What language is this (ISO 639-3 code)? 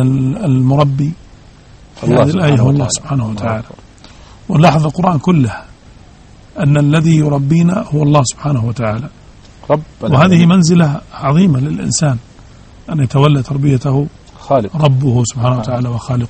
ara